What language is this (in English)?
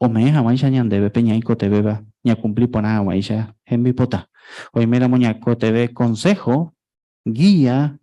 Guarani